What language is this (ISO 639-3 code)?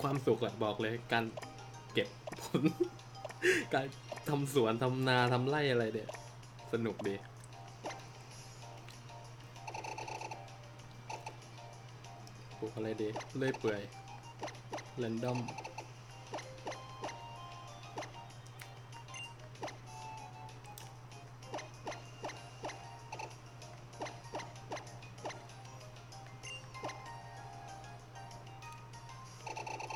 tha